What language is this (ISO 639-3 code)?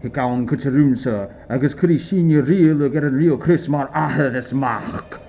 gla